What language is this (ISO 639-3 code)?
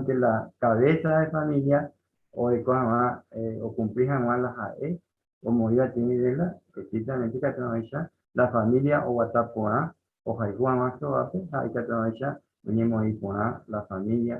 grn